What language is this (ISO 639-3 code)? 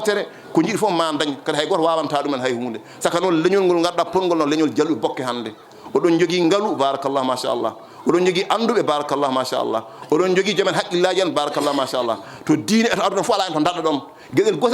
ful